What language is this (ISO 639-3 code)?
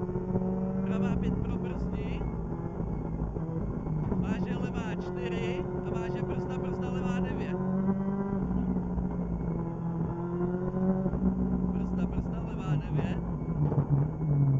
ces